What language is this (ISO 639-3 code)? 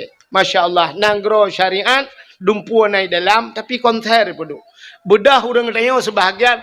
ace